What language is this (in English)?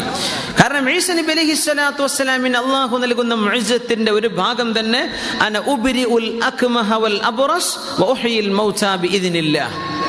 Malayalam